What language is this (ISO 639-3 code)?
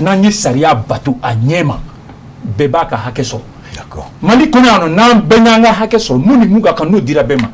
bam